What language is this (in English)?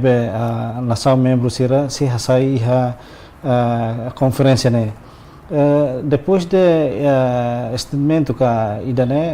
Tetum